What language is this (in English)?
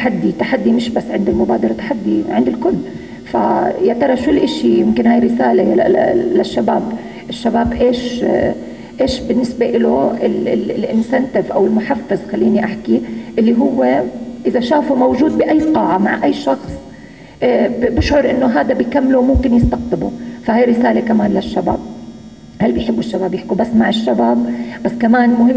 North Levantine Arabic